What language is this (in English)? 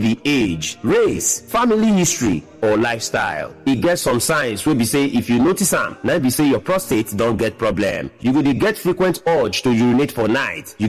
Nigerian Pidgin